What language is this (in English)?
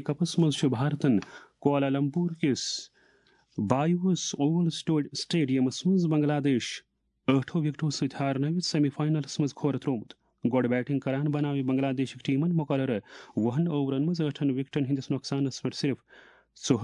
Kashmiri